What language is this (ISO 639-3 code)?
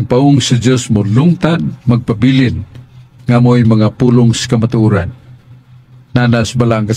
ceb